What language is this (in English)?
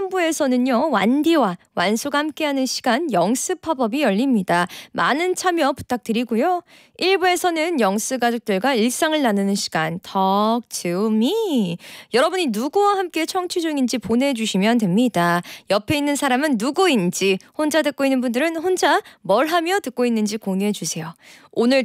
Korean